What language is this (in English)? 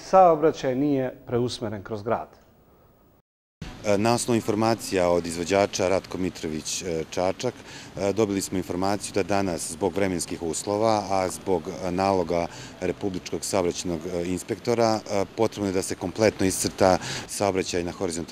Serbian